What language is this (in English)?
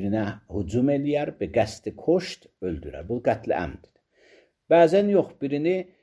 Azerbaijani